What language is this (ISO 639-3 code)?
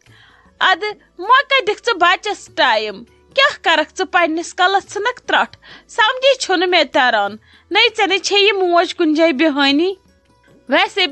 kas